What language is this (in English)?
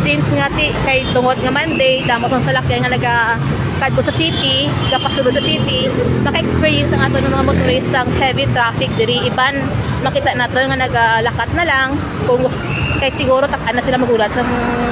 Hiligaynon